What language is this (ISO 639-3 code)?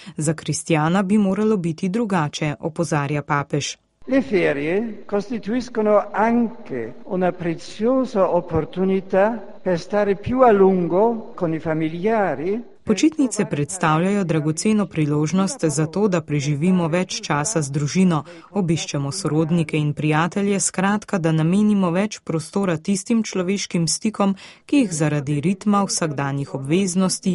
slv